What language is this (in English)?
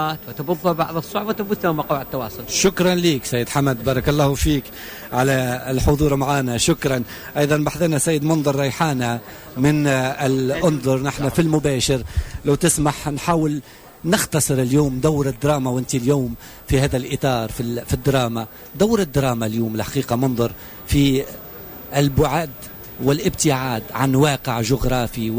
Tunisian Arabic